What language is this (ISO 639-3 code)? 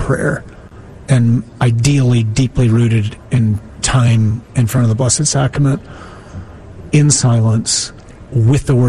eng